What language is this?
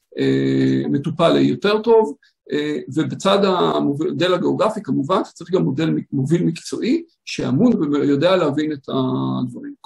Hebrew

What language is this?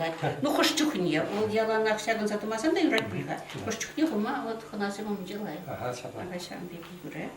Chuvash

